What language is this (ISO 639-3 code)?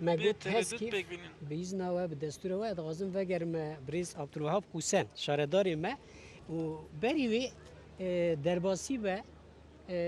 kur